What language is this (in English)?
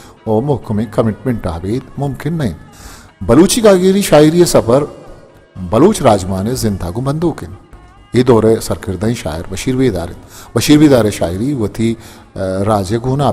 Baluchi